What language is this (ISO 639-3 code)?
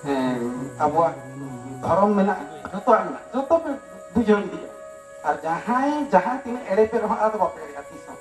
sat